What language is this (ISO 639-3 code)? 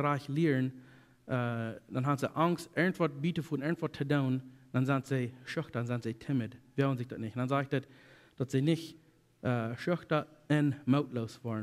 pdt